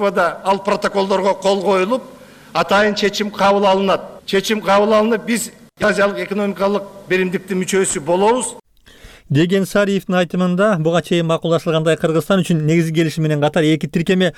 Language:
Kyrgyz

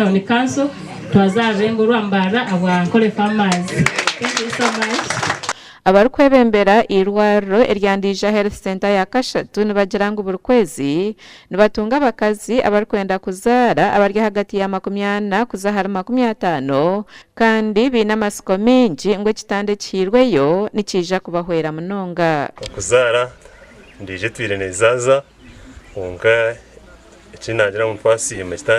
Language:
Nyankole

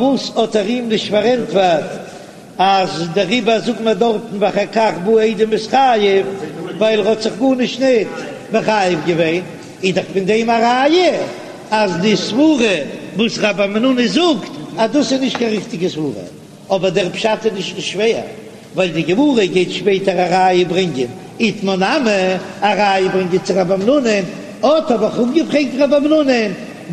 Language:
Yiddish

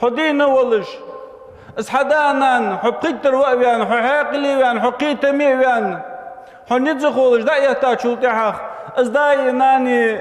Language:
Ingush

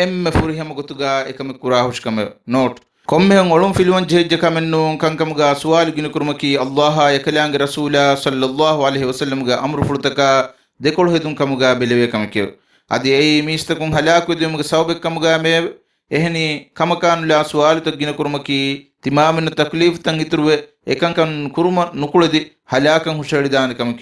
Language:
Divehi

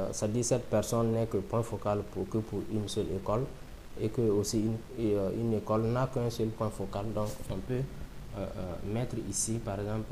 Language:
French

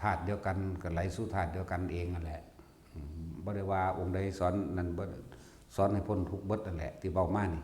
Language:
Northeastern Thai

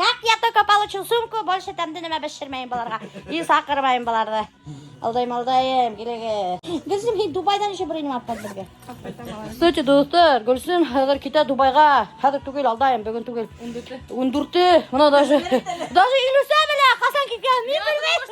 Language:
Bashkir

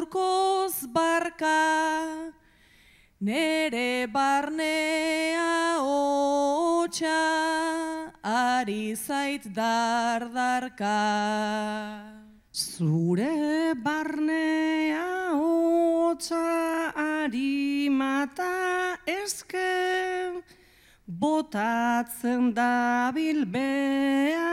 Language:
Basque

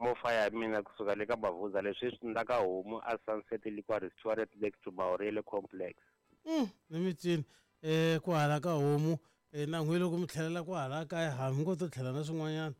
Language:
Tsonga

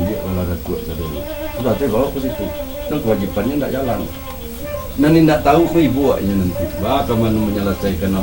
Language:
Minangkabau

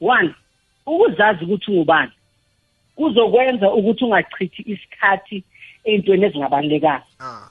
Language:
South Ndebele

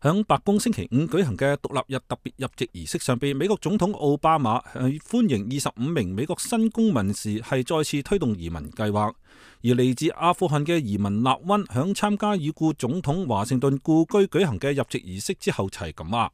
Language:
Cantonese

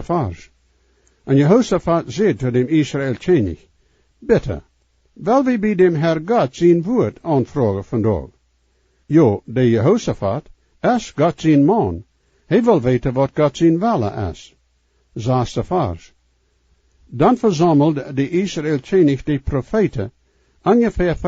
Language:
Plautdietsch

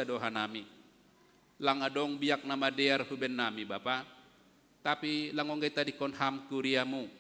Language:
Batak Simalungun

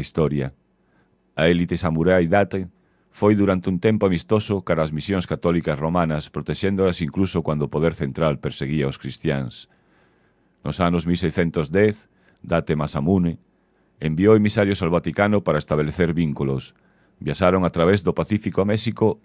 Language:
Galician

